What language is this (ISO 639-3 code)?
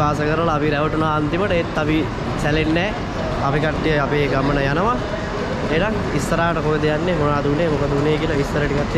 sin